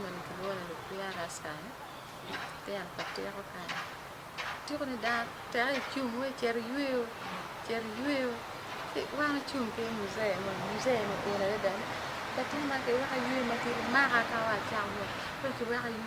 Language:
Acoli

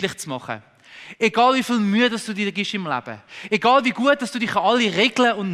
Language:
Swiss German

